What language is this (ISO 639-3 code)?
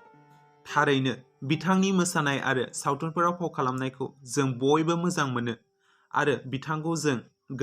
brx